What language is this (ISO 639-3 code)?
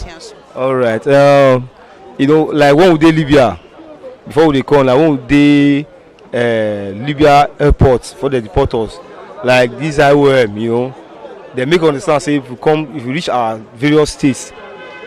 pcm